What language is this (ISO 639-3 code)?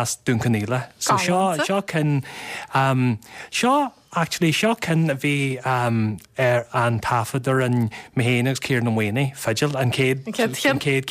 gle